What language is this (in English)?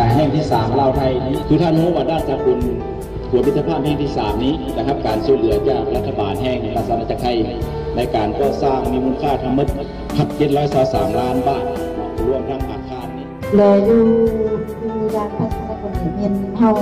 Lao